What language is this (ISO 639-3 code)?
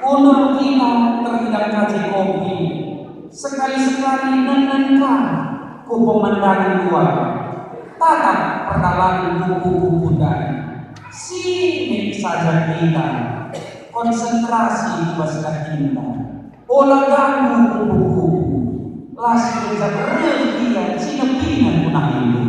btx